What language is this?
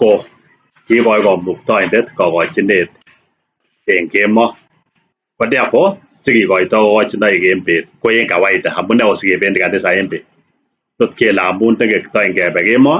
Kalenjin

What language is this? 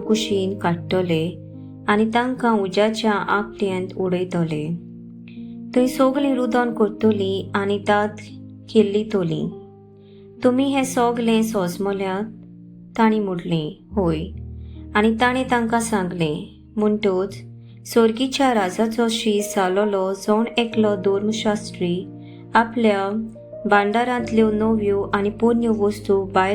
Konkani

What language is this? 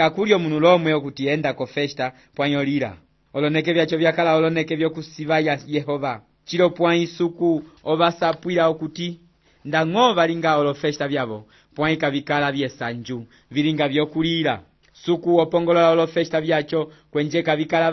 Umbundu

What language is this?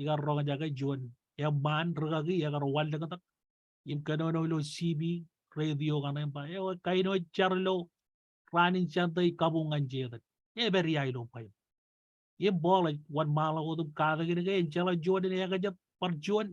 Marshallese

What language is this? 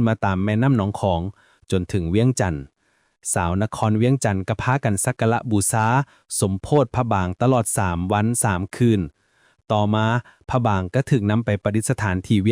Lao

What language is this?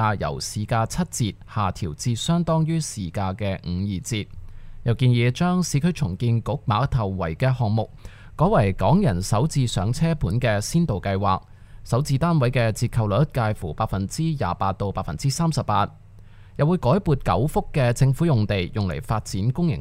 Cantonese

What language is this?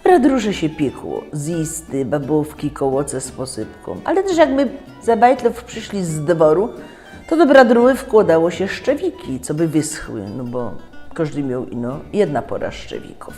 Silesian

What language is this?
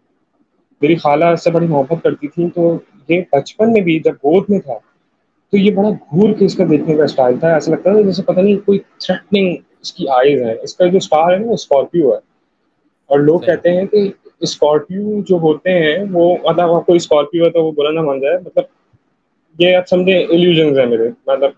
Urdu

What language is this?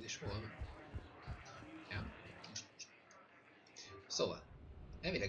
Hungarian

